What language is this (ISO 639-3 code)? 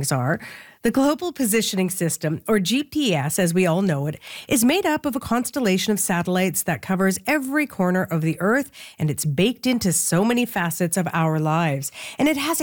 eng